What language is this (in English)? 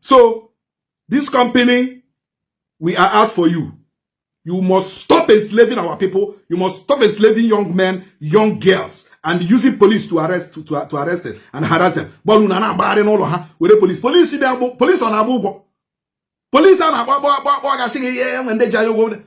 Igbo